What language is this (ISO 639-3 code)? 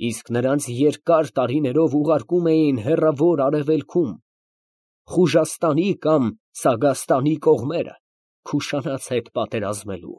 hye